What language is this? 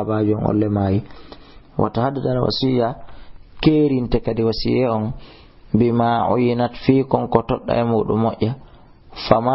Fula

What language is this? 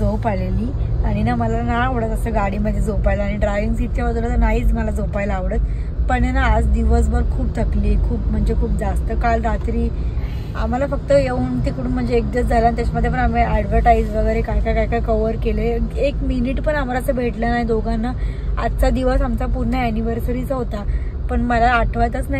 Marathi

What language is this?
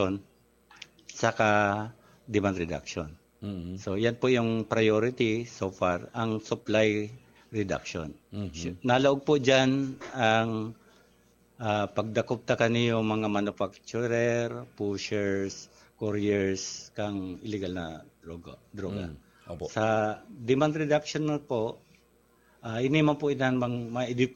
Bikol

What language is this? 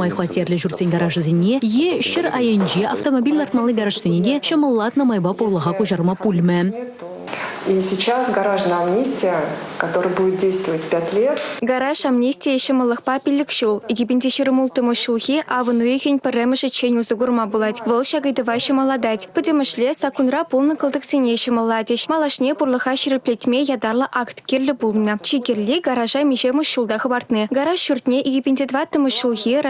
Chuvash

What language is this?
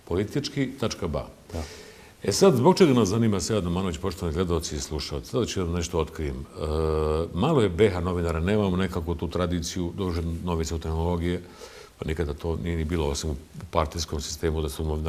Bosnian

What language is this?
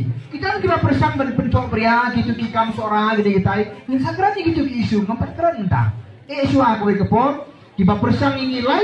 Khasi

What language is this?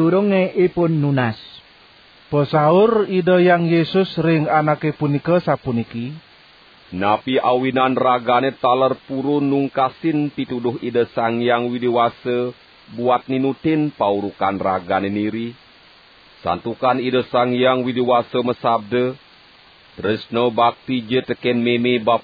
Balinese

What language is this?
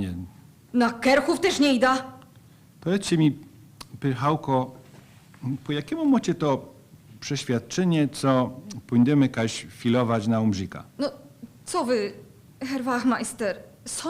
Silesian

